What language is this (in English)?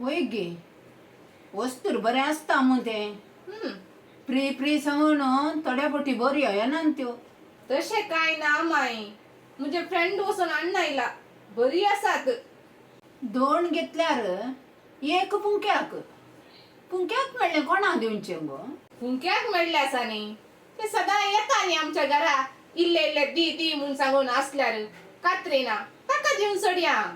Konkani